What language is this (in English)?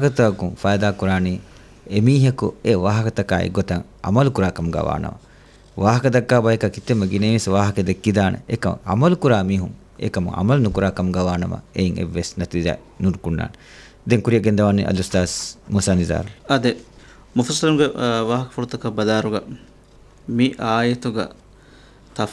Divehi